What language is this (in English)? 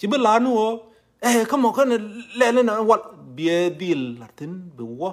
Nuer